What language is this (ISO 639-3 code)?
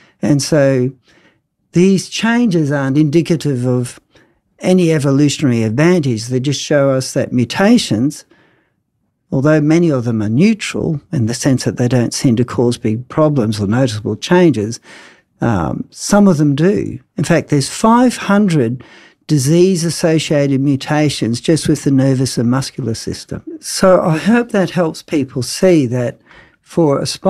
eng